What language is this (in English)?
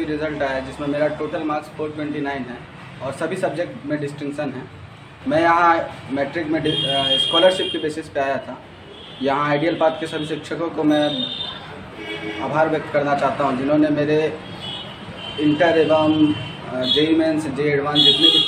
Hindi